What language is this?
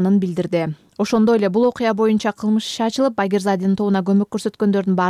Kyrgyz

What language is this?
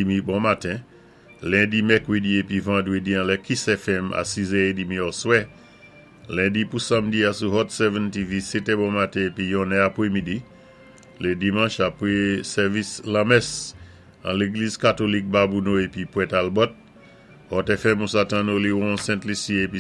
Saint Lucian Creole French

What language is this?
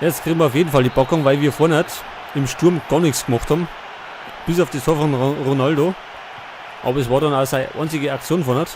Bavarian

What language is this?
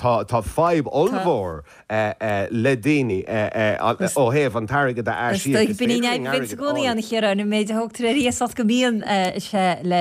Irish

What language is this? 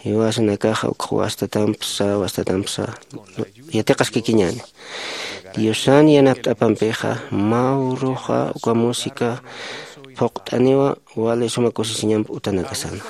Aymara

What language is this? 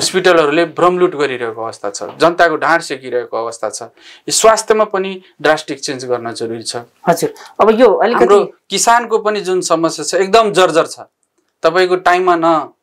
Nepali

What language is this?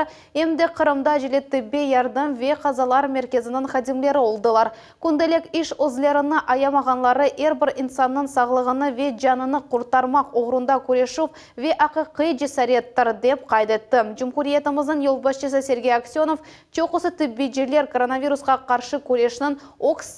Crimean Tatar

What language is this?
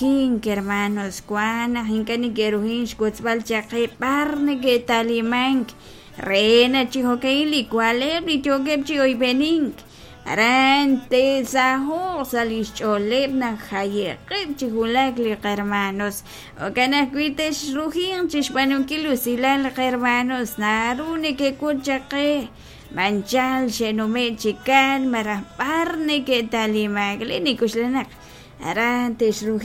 Kekchí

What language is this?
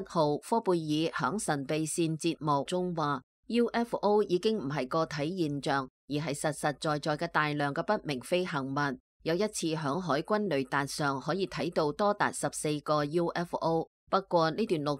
Cantonese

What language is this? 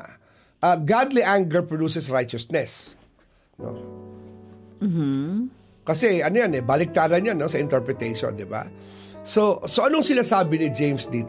Filipino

